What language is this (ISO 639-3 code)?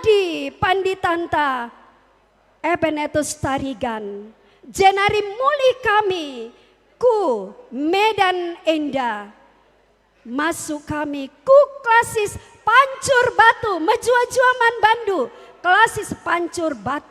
btx